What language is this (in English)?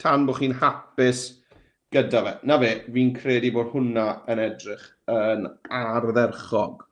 Welsh